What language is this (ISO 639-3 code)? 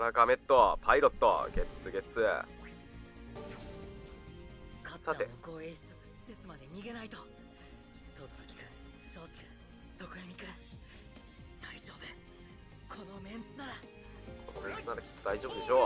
jpn